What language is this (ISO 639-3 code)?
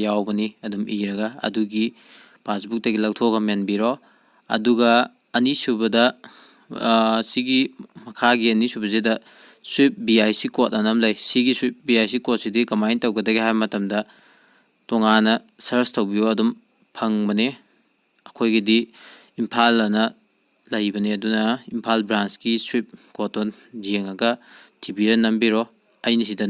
mni